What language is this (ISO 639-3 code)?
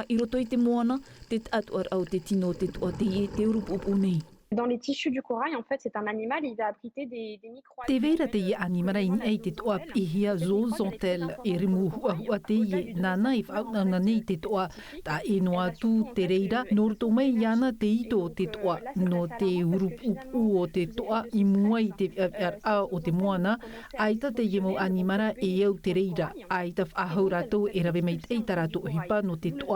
tah